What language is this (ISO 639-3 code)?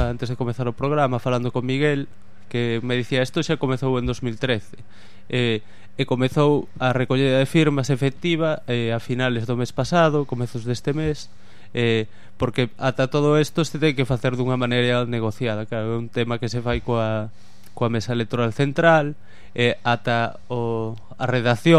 glg